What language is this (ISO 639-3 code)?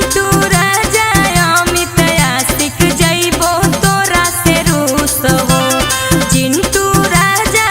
mag